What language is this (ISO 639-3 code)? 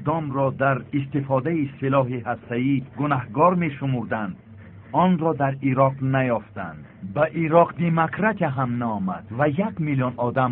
tgk